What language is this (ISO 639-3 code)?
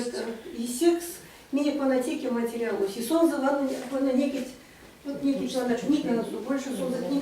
myv